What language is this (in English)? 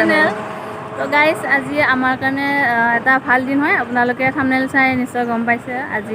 Assamese